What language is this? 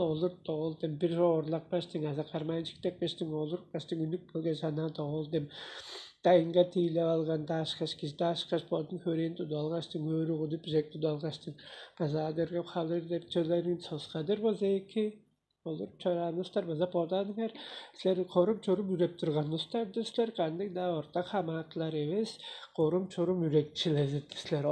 Tuvinian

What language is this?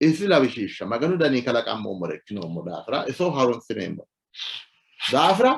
Sidamo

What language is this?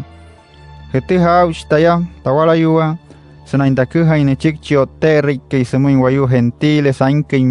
Wayuu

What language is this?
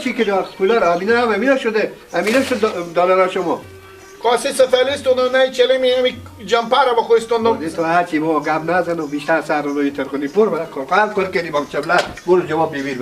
Persian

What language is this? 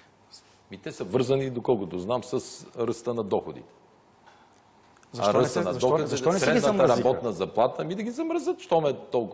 Bulgarian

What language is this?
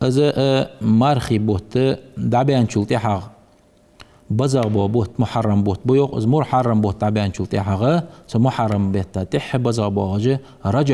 Ingush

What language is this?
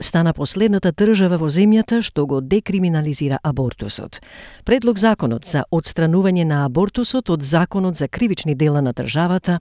Macedonian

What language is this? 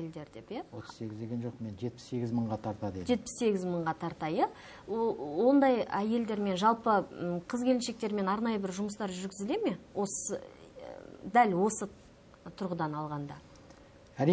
Kazakh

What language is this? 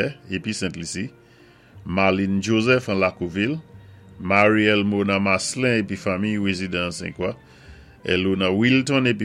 Saint Lucian Creole French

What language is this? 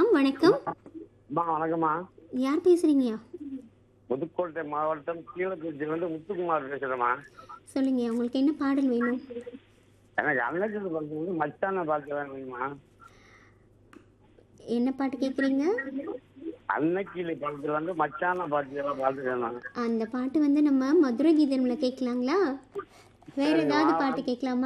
Tamil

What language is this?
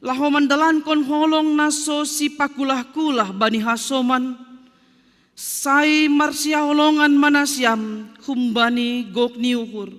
Batak Simalungun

